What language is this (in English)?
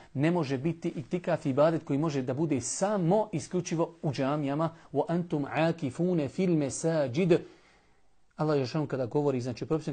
Bosnian